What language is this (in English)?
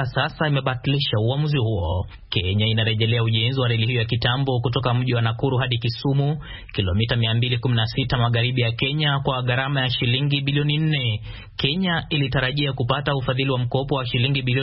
Swahili